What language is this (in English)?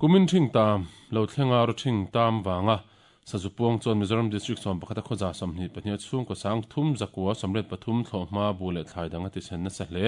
Mizo